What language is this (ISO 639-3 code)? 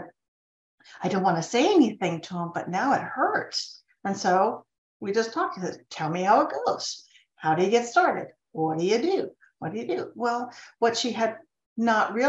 eng